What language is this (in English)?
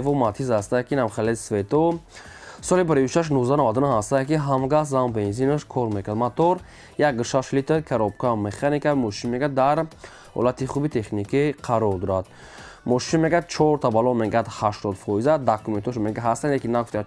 Tajik